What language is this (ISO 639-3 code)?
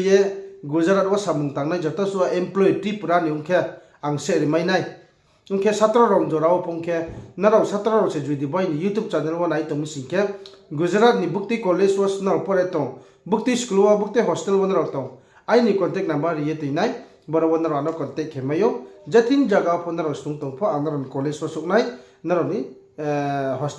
ria